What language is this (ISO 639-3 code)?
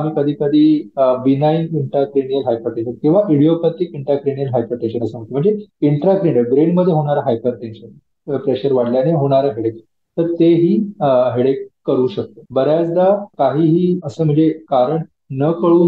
mar